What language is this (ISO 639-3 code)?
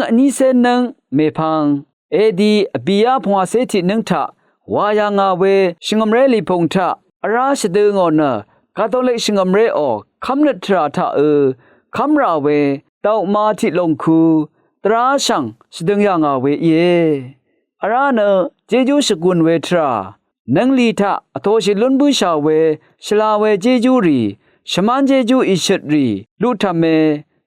raw